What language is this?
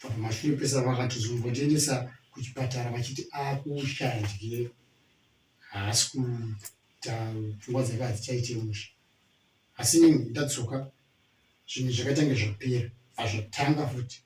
Shona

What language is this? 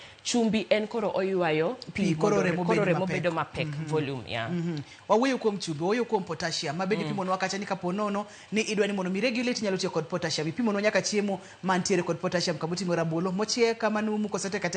Luo (Kenya and Tanzania)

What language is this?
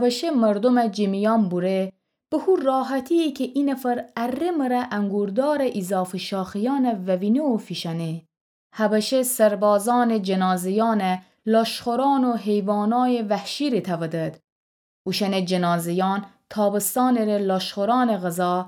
Gilaki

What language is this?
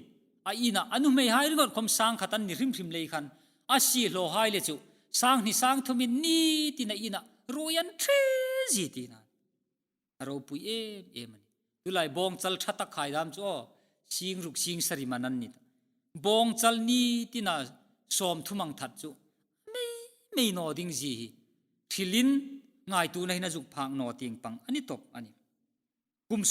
Hmar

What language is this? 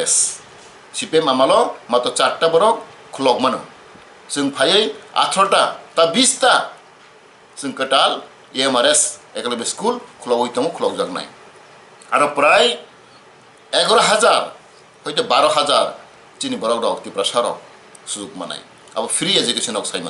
Kok Borok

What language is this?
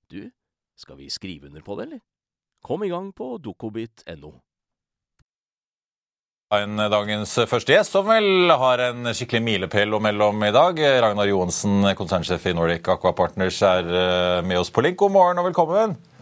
Norwegian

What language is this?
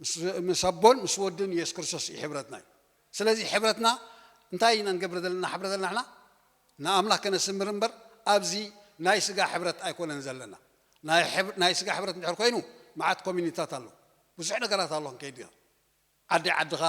Tigrinya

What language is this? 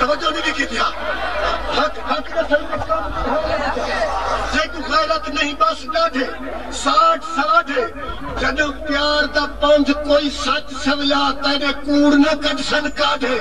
Saraiki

